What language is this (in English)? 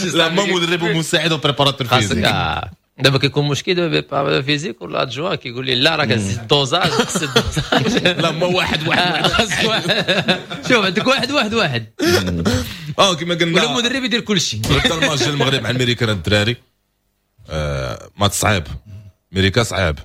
Moroccan Arabic